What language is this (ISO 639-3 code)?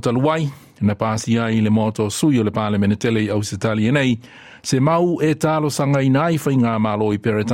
smo